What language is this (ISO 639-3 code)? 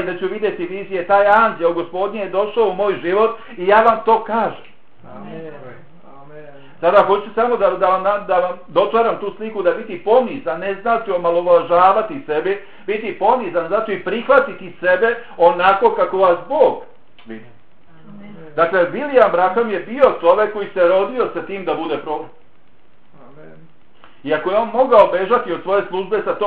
bos